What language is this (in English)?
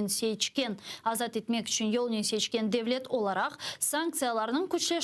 Crimean Tatar